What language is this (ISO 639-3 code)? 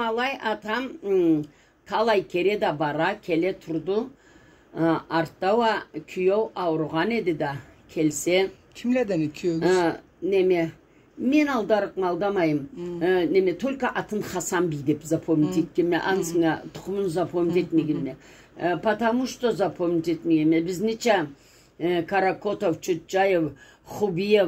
krc